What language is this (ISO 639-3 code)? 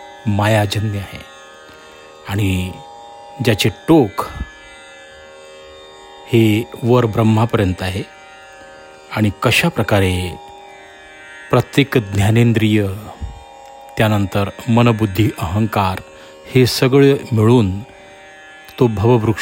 mar